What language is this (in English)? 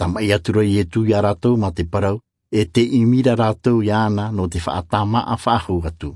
Tahitian